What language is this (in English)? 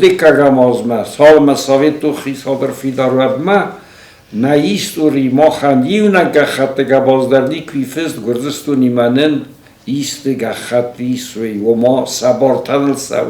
Ossetic